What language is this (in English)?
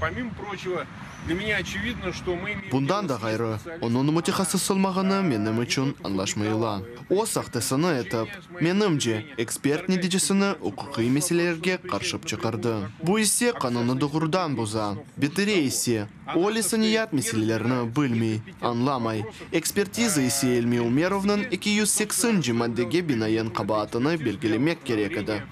Crimean Tatar